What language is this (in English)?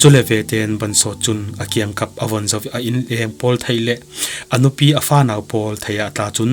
Falam Chin